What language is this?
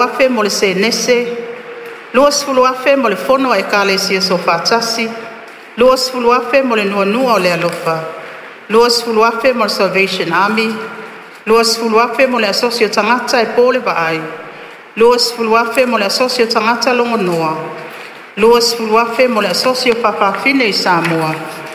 Samoan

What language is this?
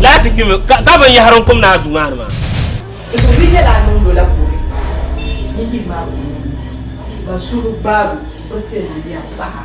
Dagbani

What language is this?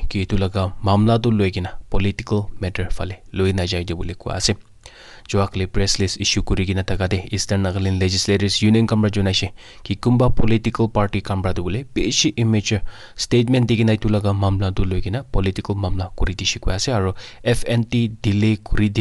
Naga Pidgin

